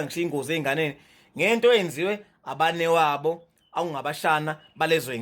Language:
Zulu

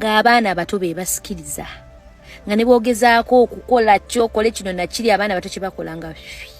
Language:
Ganda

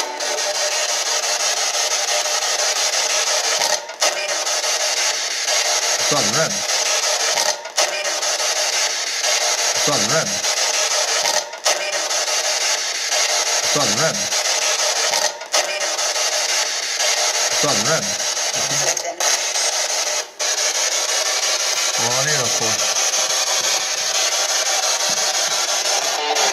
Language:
Swedish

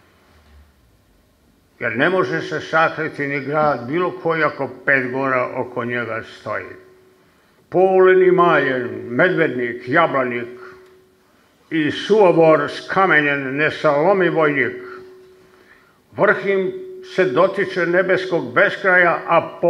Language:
Serbian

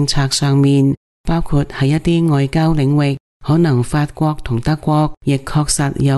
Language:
Cantonese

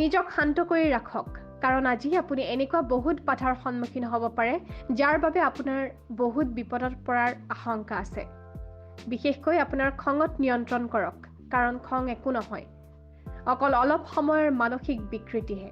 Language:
Assamese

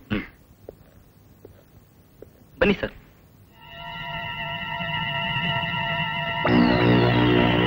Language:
Kannada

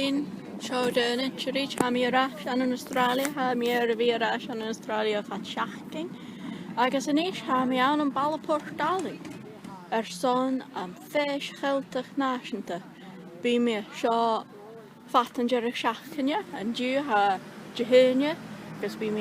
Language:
Scottish Gaelic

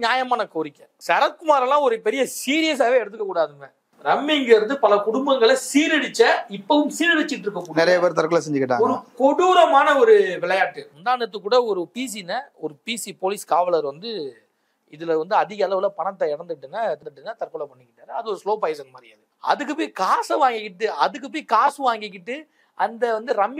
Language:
Tamil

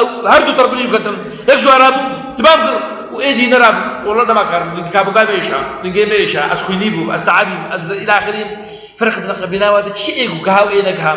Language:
Kurdish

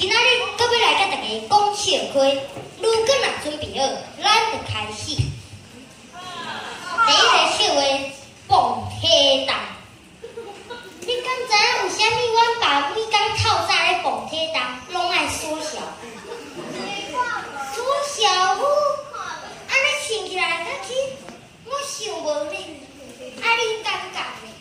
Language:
Min Nan Chinese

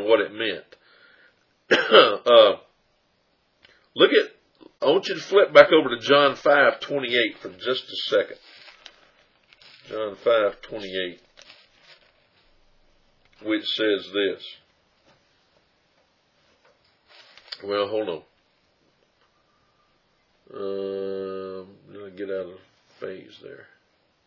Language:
English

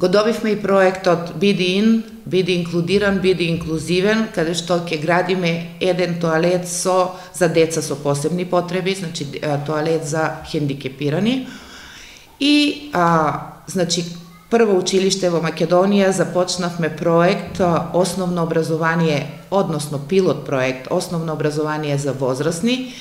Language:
Macedonian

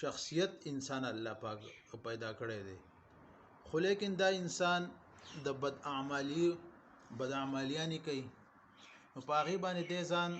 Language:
Pashto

